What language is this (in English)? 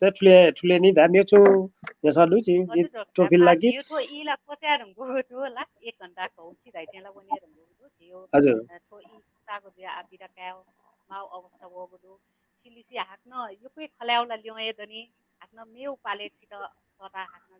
Newari